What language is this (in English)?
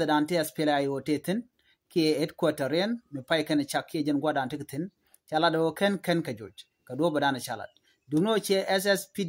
Nuer